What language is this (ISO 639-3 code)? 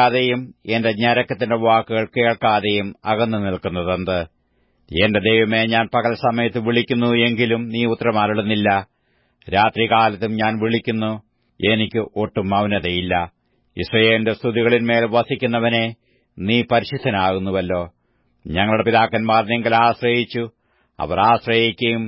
mal